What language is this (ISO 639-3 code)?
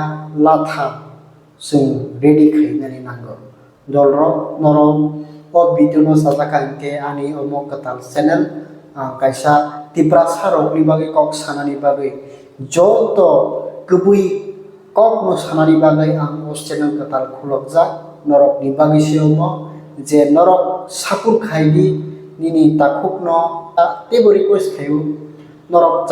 trp